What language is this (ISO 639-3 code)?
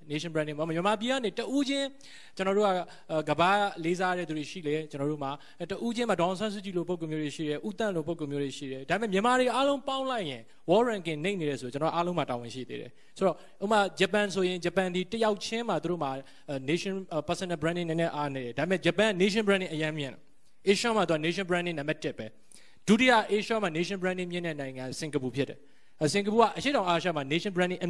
mya